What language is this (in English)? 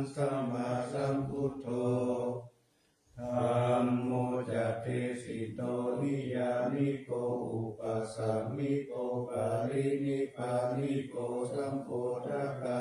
Pali